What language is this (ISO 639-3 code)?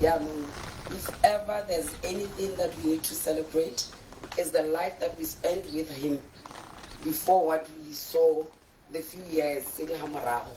tsn